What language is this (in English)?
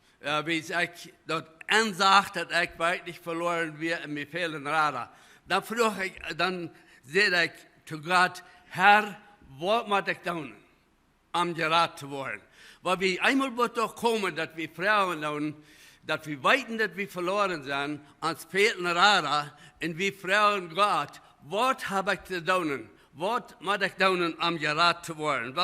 Plautdietsch